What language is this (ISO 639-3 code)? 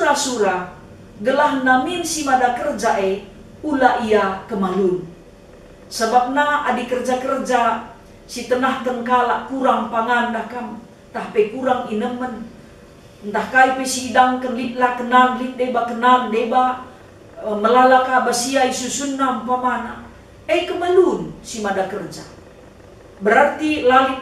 btx